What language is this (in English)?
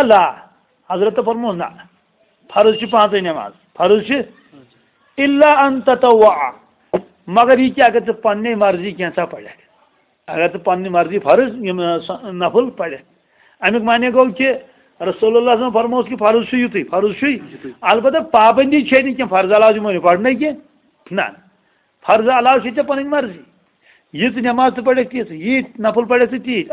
Kashmiri